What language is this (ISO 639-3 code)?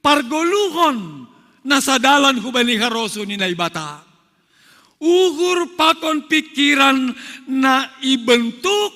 bts